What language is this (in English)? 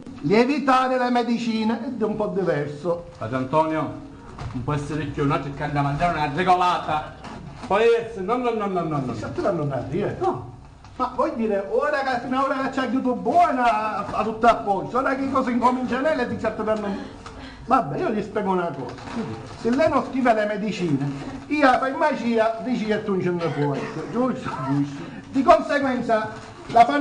Sicilian